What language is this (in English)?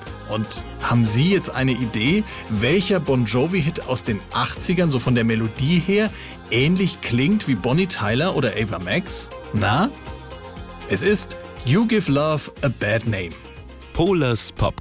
German